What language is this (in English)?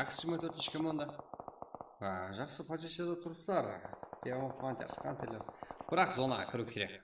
Kara-Kalpak